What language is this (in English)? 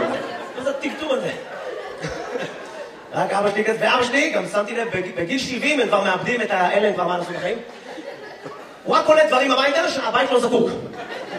Hebrew